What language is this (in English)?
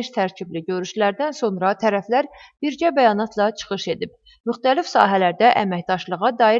Azerbaijani